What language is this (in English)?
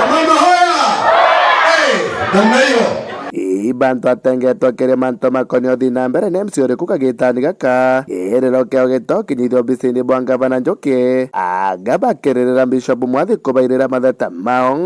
Meru